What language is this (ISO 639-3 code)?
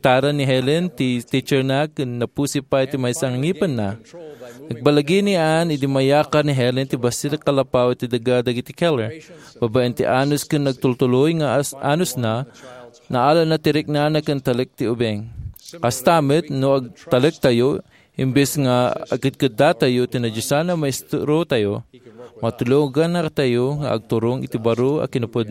ilo